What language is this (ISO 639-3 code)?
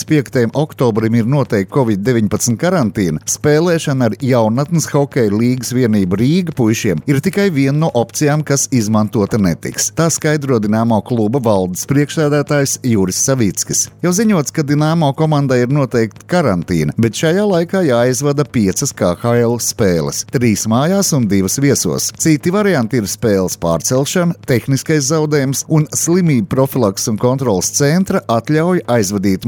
lav